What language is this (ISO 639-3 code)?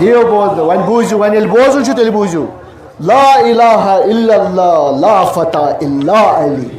kas